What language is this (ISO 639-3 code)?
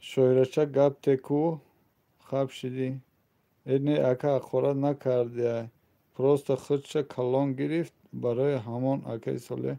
tgk